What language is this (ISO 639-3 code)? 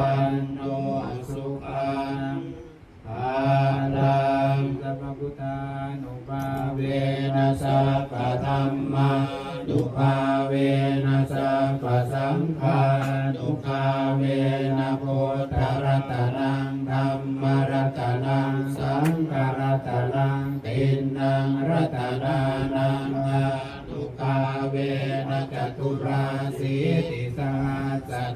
pli